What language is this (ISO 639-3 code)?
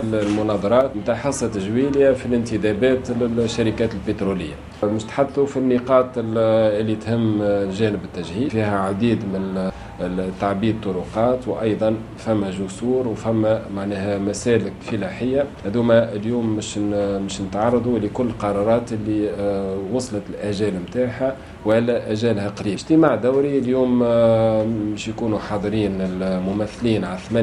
aeb